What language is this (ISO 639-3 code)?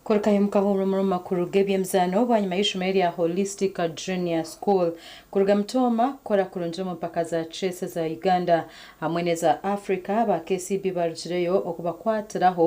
nyn